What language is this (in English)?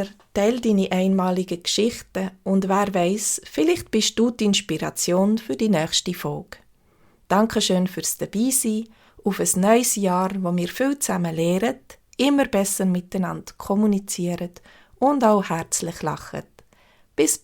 Swiss German